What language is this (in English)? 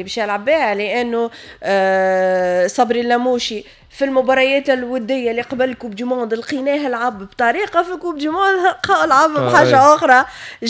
Tunisian Arabic